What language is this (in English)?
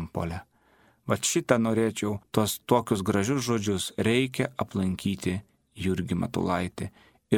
Lithuanian